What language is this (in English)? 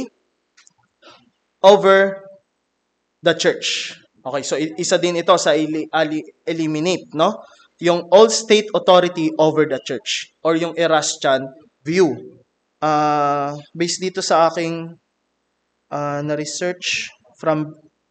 Filipino